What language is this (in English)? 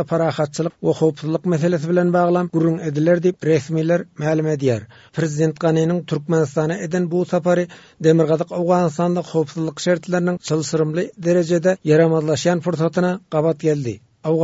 Turkmen